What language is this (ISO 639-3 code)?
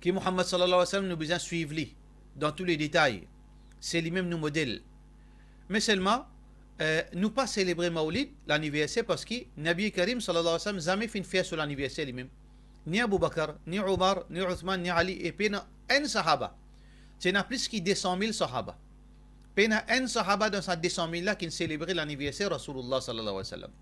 mfe